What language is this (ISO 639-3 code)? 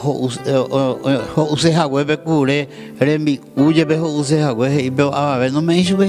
grn